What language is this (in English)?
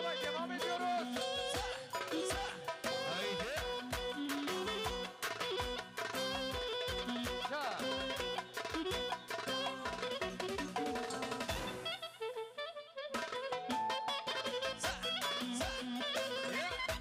Turkish